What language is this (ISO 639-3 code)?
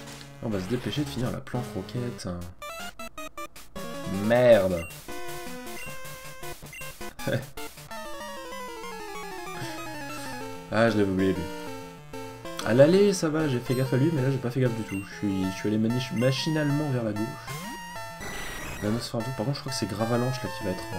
fra